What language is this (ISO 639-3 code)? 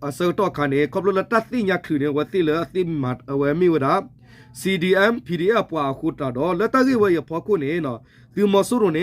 ksw